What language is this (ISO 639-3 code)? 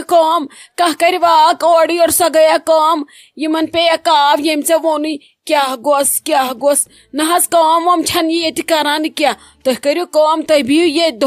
kas